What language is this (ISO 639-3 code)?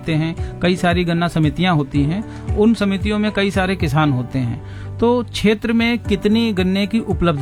hin